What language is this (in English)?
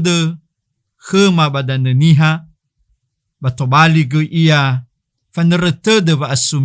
Nias